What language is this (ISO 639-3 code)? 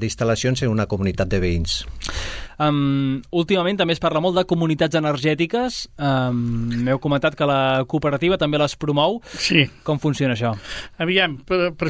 cat